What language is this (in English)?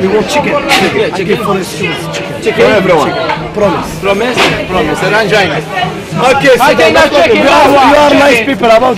Maltese